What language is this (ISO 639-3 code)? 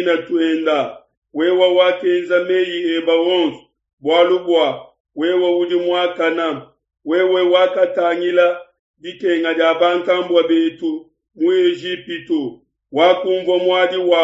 lua